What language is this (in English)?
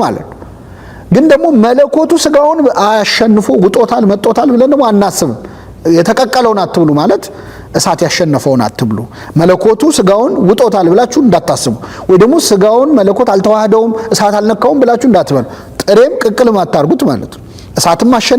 Amharic